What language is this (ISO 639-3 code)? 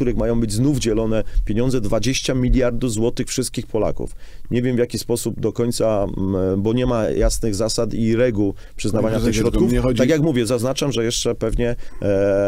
pol